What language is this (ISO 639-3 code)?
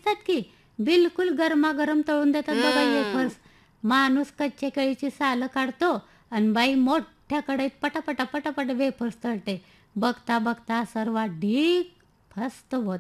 mar